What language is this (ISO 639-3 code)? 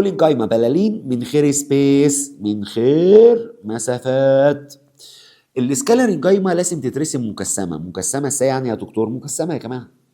arz